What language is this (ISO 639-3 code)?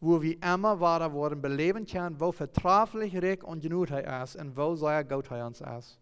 pdt